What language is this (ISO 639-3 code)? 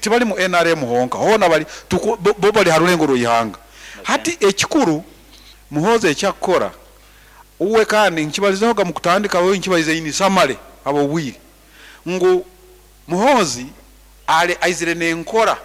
nyn